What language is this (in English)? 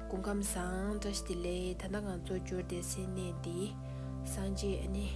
Tibetan